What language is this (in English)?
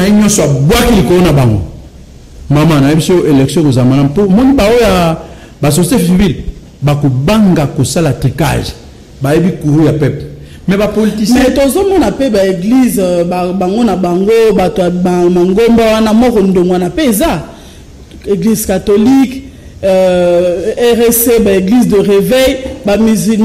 Lingala